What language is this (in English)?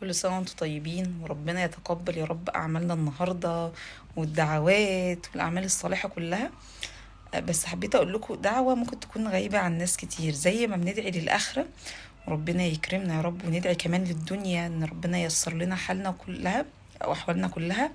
Egyptian Arabic